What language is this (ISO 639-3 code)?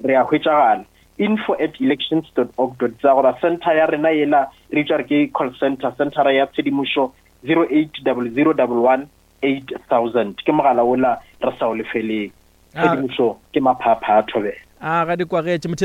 nso